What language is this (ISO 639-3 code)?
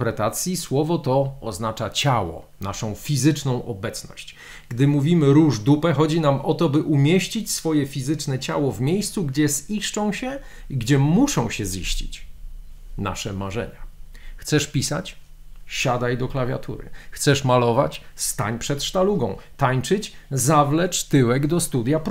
pol